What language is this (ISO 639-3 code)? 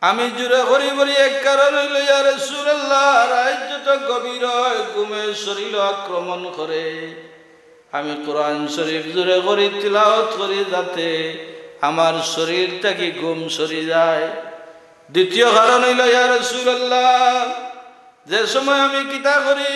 syl